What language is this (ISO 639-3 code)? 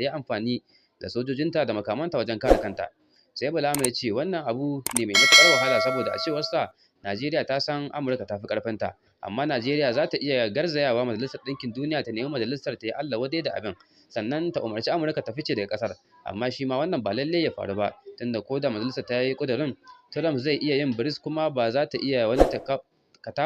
hau